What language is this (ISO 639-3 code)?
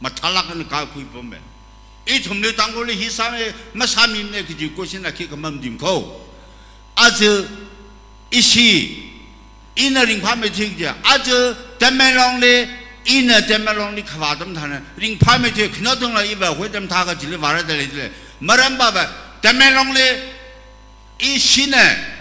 nmf